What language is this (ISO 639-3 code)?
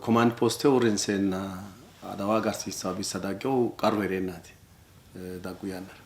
sid